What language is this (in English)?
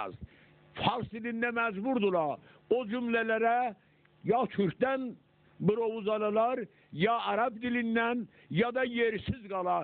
South Azerbaijani